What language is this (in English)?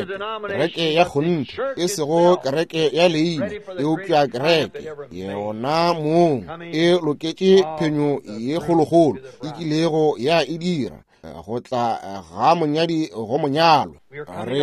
Northern Sotho